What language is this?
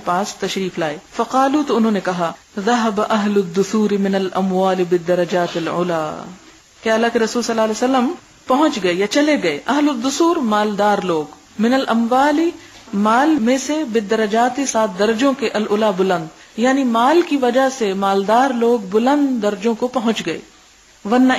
Urdu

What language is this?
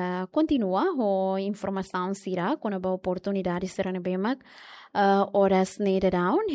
Tetum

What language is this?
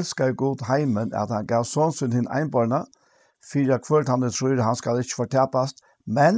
Faroese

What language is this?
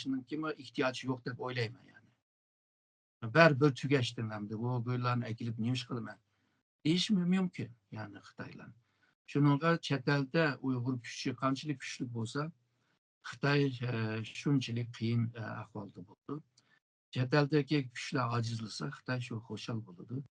Uyghur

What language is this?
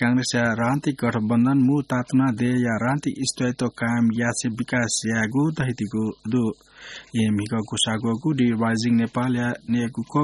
Newari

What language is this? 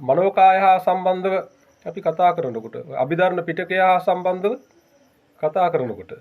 Sinhala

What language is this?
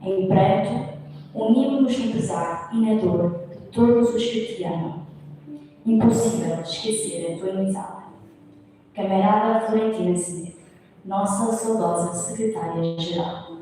Tetum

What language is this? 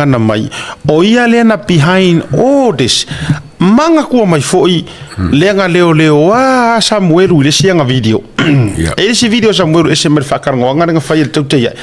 Samoan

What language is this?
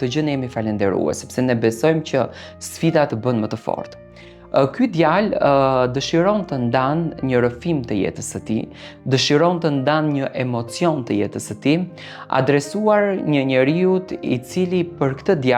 Albanian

